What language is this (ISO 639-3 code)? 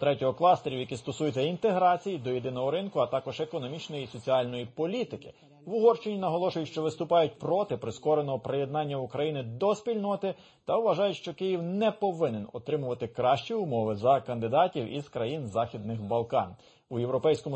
ukr